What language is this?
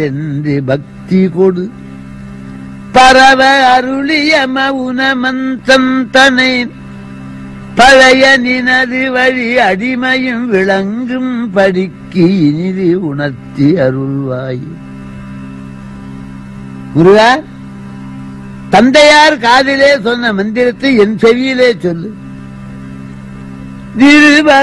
Tamil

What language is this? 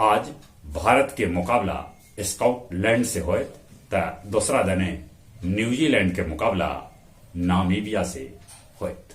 Magahi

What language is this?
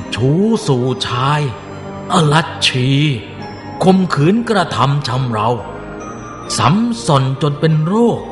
Thai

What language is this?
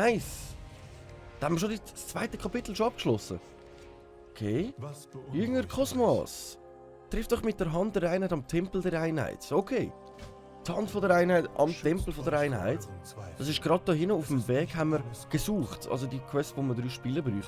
Swiss German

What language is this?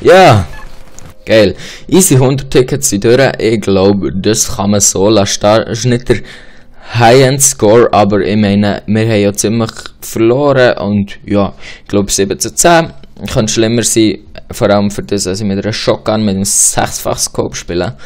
Swiss German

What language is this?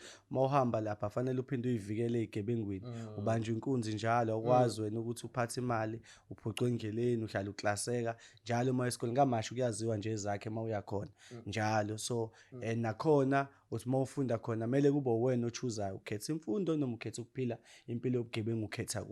Zulu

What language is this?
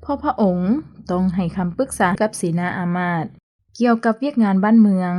Lao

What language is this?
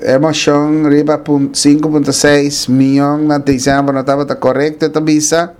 Papiamento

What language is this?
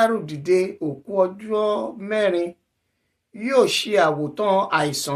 Yoruba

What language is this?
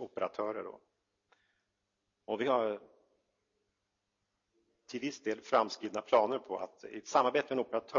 Swedish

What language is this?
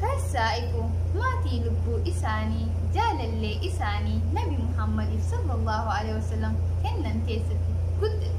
Oromo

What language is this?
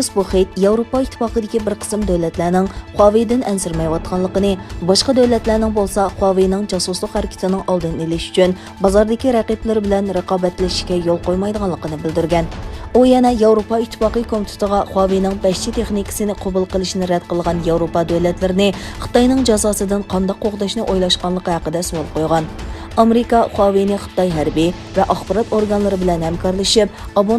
Uyghur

